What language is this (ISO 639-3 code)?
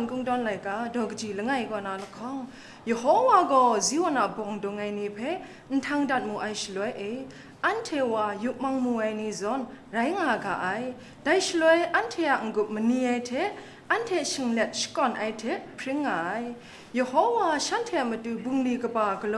kac